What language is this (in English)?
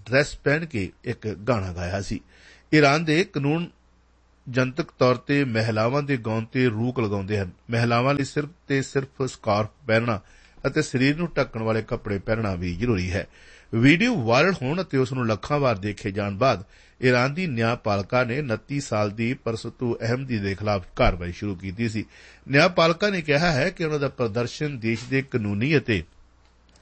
Punjabi